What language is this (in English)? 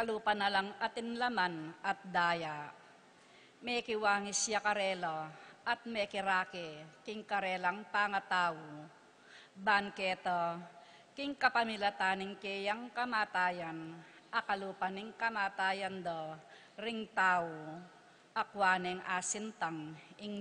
Pampanga